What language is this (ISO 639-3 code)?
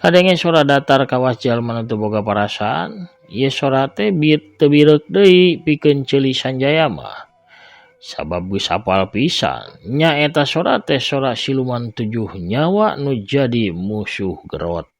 sun